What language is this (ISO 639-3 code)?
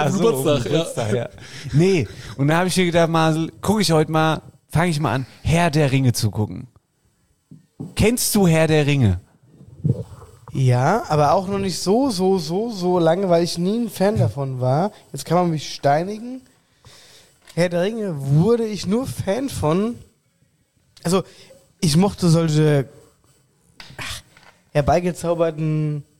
deu